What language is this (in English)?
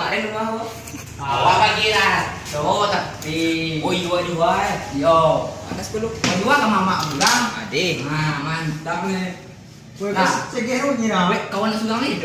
Minangkabau